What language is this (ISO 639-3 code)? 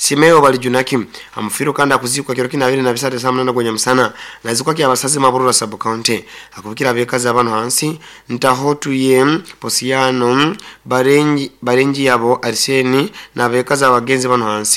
nyo